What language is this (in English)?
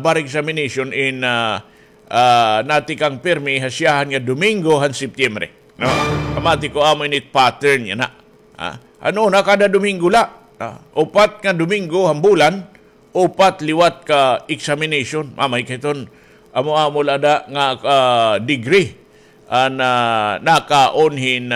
Waray